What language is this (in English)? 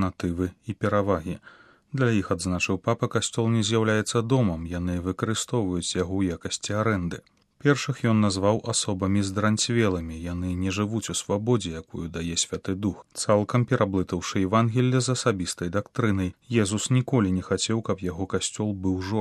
Belarusian